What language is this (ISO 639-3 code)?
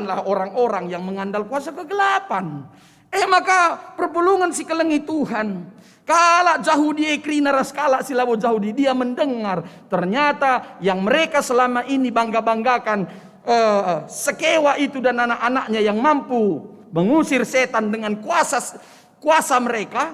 btx